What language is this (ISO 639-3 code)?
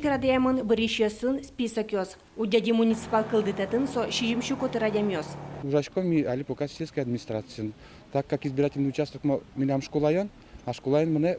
udm